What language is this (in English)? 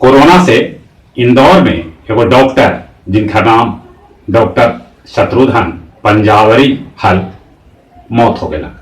Magahi